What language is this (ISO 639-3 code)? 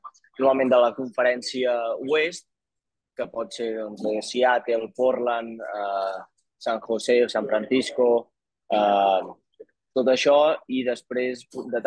cat